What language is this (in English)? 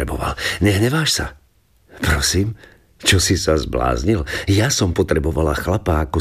Slovak